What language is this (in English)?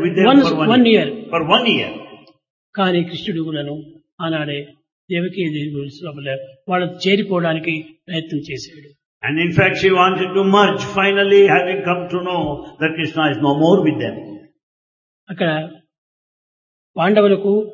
Telugu